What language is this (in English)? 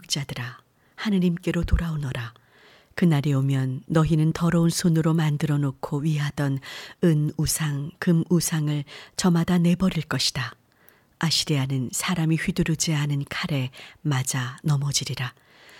Korean